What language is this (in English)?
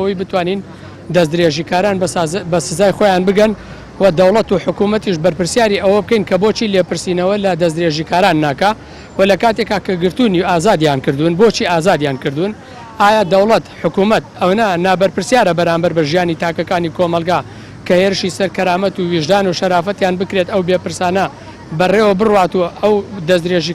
Central Kurdish